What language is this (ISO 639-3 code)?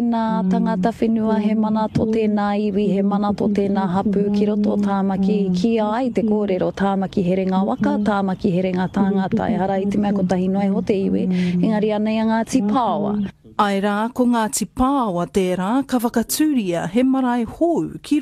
mri